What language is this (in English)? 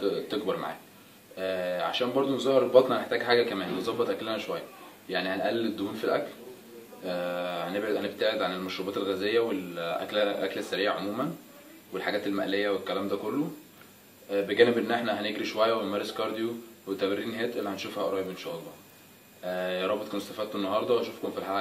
Egyptian Arabic